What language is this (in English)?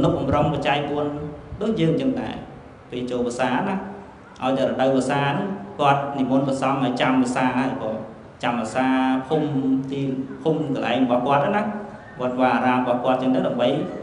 Khmer